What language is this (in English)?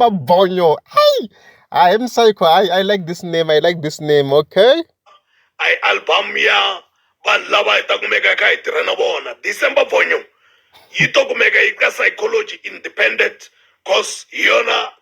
Tsonga